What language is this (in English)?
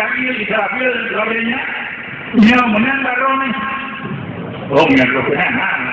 Achinese